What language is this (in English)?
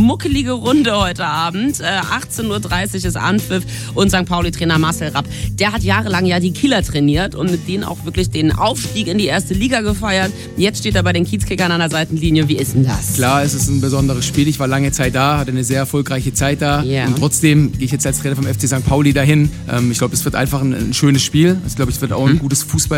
German